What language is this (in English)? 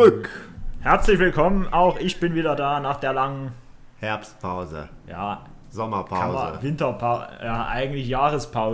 German